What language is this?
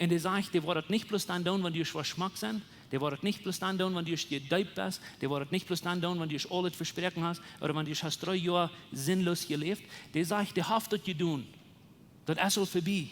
Plautdietsch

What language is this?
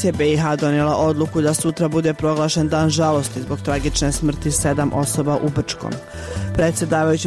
Bosnian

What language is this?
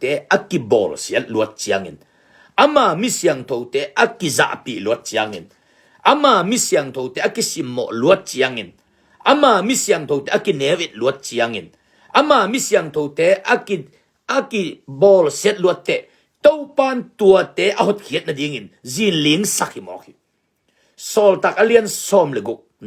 Tedim Chin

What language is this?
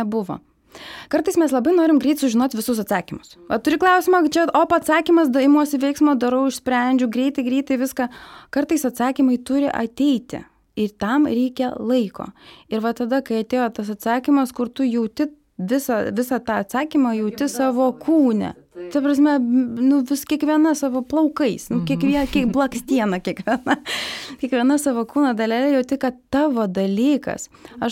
Lithuanian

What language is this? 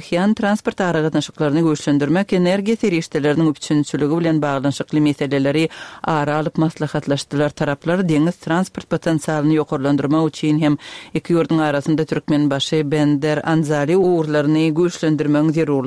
Turkmen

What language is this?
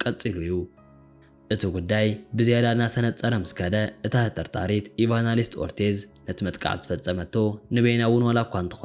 Tigrinya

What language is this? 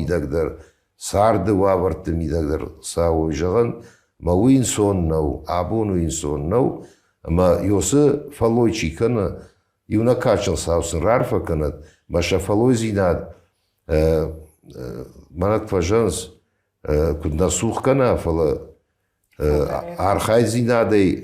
Ossetic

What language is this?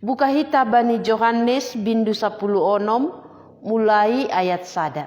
Batak Simalungun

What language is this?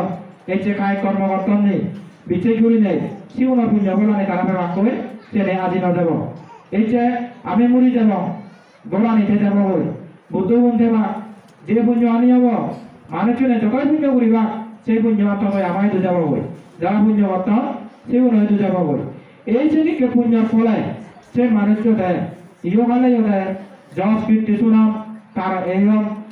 Chakma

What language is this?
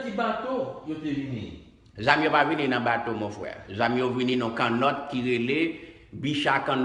Haitian Creole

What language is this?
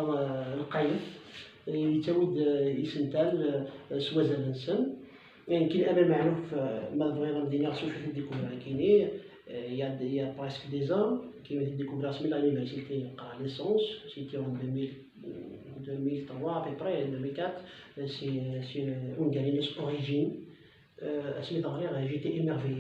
Kabyle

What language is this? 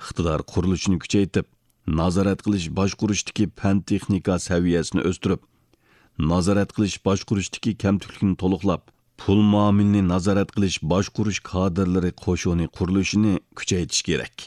Uyghur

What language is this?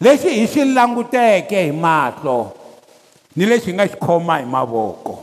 Tsonga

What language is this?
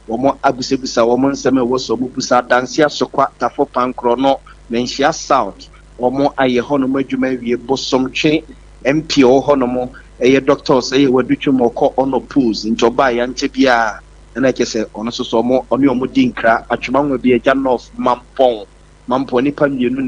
Akan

